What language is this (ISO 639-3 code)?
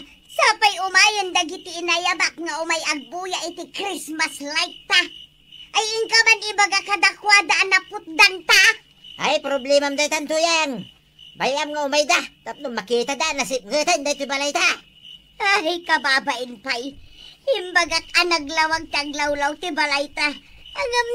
ilo